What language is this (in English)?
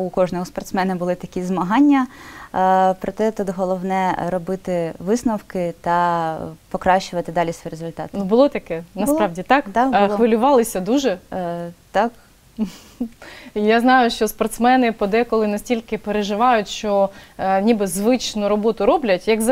Ukrainian